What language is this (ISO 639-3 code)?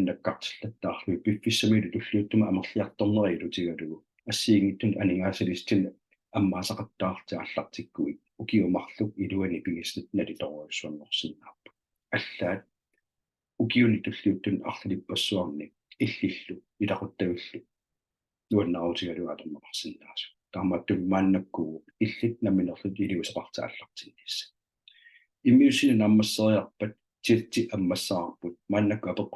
kal